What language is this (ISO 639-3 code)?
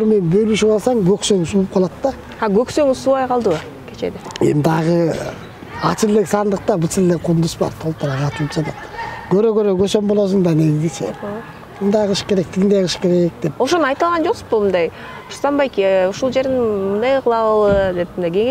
kir